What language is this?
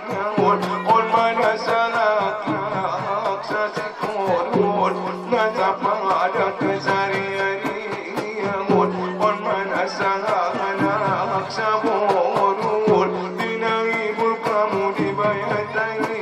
Batak Angkola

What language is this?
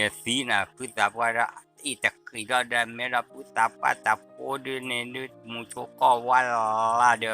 S'gaw Karen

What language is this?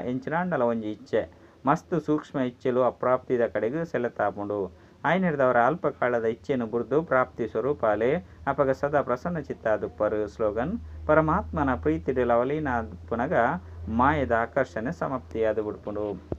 Tulu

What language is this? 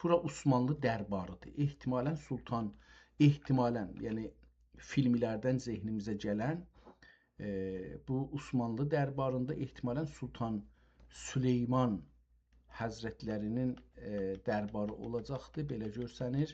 South Azerbaijani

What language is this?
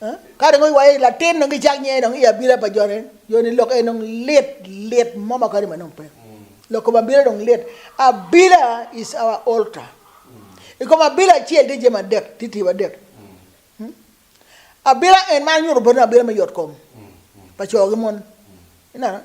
Acoli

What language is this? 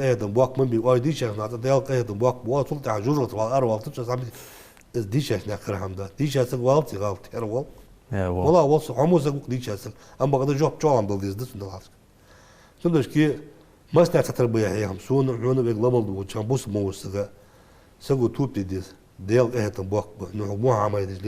Ingush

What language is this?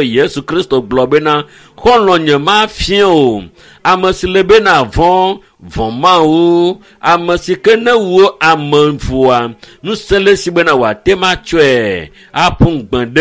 Ewe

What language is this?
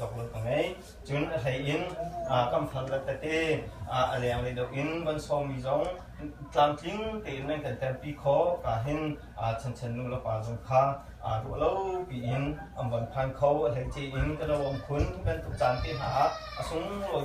Hakha Chin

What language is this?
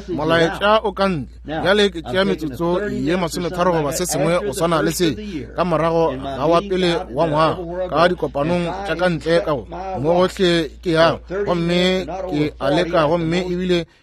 Northern Sotho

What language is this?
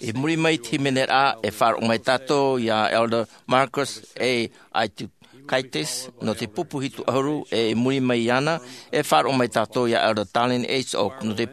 Tahitian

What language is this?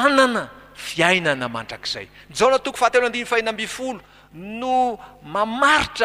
Malagasy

